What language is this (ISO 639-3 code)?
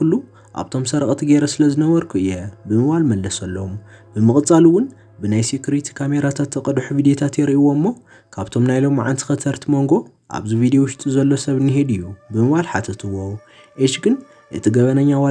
tir